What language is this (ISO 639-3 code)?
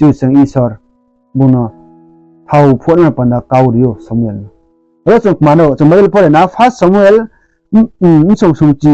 ria